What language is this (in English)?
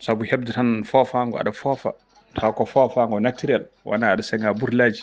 Fula